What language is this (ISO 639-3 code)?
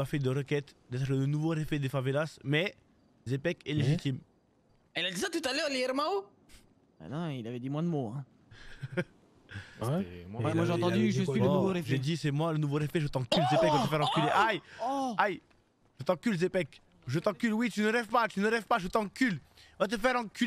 fra